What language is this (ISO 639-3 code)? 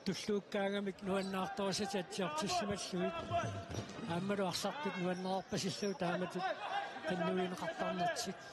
kal